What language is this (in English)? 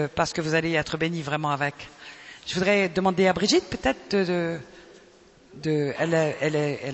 French